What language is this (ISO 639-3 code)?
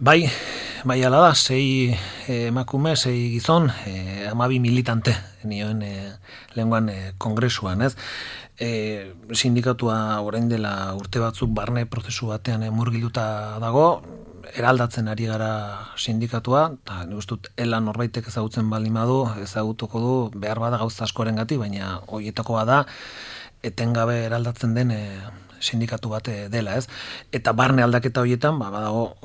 eus